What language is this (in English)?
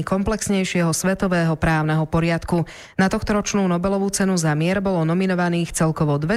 Slovak